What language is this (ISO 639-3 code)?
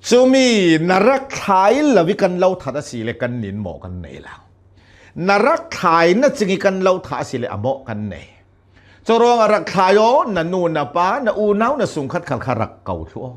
cnh